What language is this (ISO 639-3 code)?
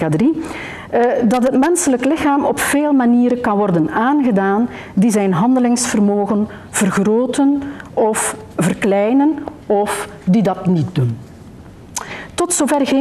nld